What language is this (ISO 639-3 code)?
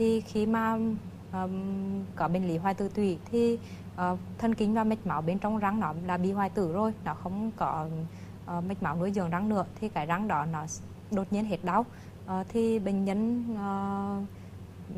vie